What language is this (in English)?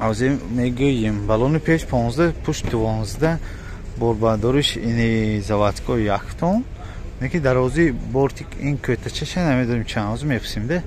Tajik